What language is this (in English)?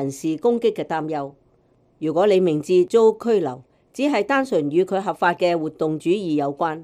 Cantonese